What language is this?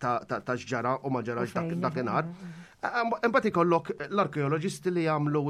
Maltese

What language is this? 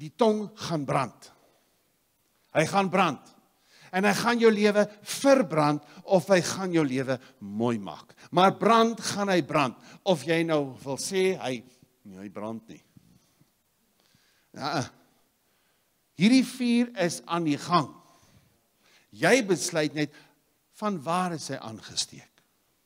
Afrikaans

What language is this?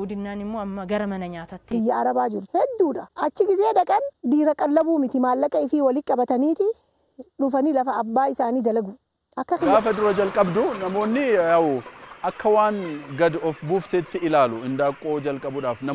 Oromo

